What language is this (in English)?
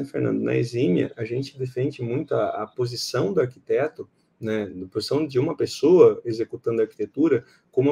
Portuguese